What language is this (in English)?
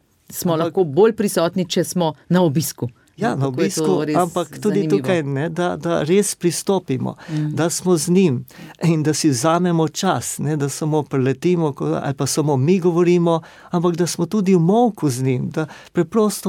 Slovenian